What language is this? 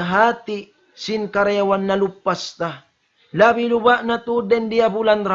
Tausug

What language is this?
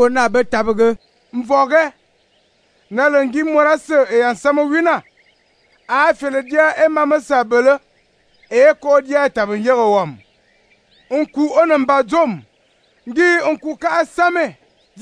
Fang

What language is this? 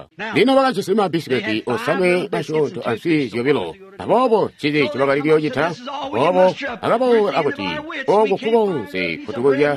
Tonga (Zambia)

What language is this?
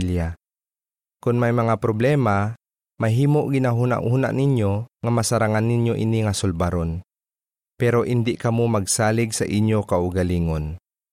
Hiligaynon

